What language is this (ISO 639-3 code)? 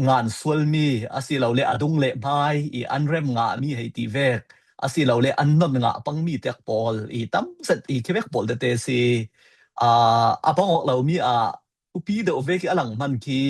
cfm